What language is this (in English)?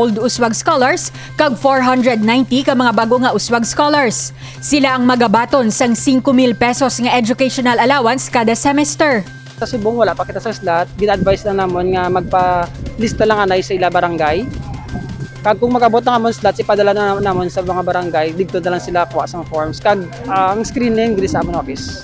Hiligaynon